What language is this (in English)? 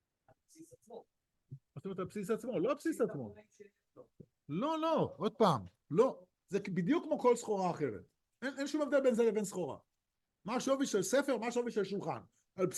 Hebrew